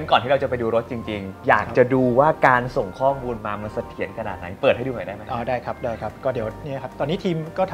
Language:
Thai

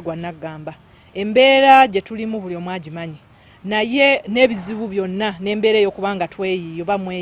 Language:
Ganda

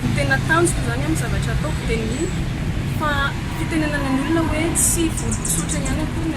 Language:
Malagasy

